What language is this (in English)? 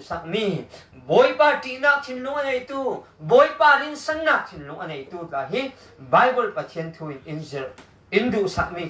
Falam Chin